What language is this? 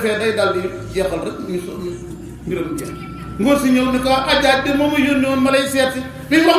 Wolof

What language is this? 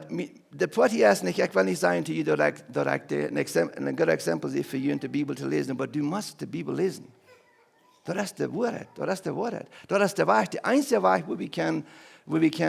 Plautdietsch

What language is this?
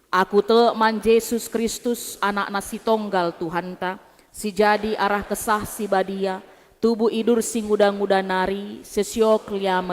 Batak Karo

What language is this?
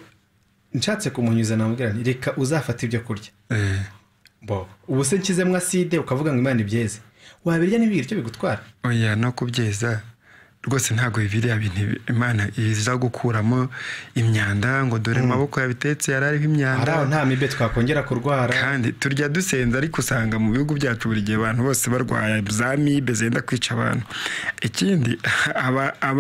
Kinyarwanda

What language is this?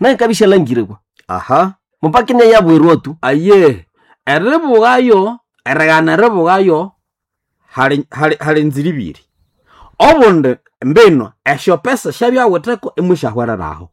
Nande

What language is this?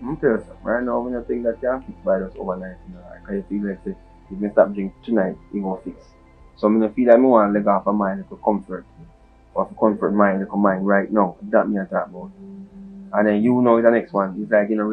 Jamaican Creole English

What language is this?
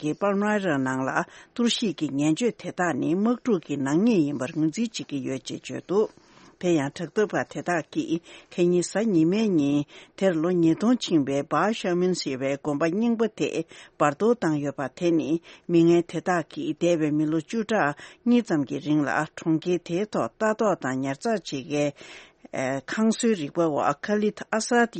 Tibetan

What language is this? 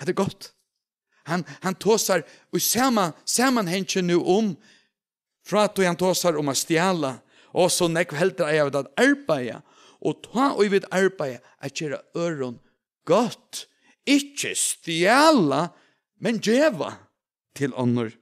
Faroese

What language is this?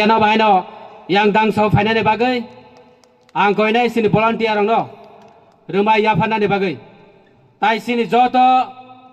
Kok Borok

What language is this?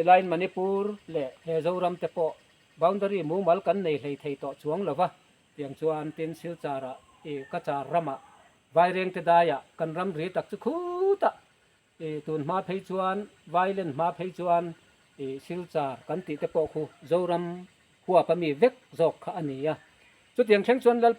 Mizo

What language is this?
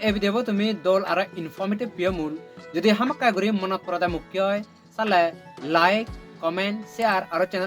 Chakma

